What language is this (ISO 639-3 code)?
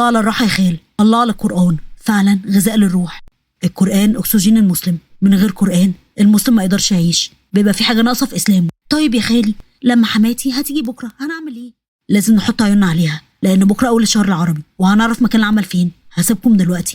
arz